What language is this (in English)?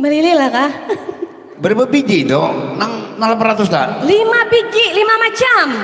Banjar